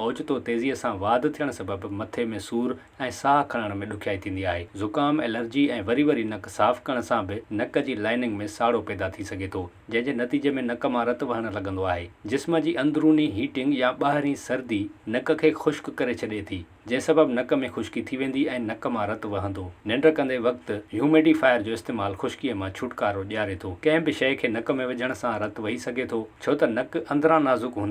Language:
Sindhi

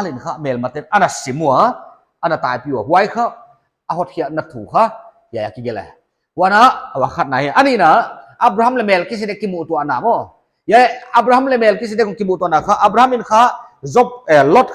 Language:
Paite Chin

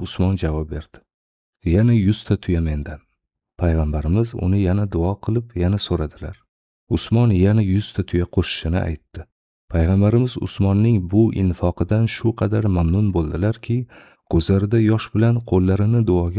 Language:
Uzbek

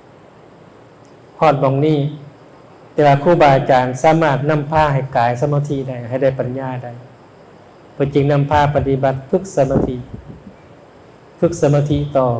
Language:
Lao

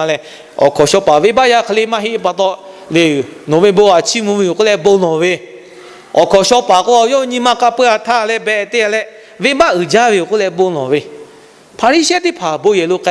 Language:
Lahu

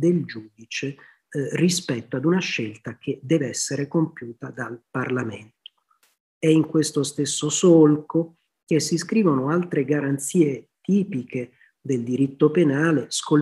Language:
Italian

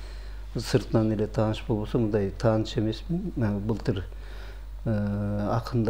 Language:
Kyrgyz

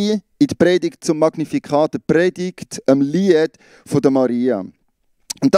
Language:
Swiss German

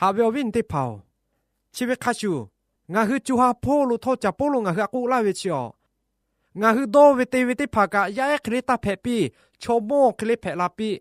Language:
Lahu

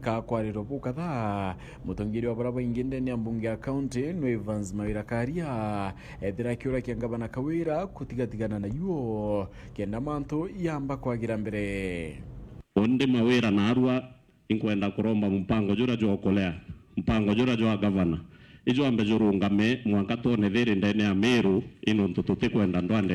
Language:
Meru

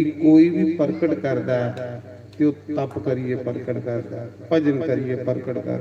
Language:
Dogri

